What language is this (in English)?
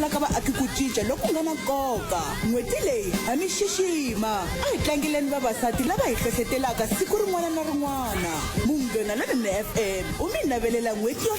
Tsonga